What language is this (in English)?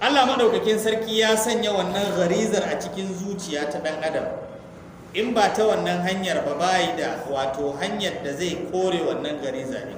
Hausa